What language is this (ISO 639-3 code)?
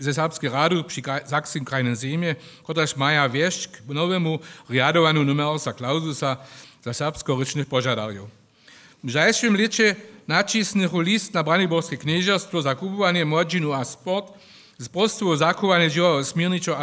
hsb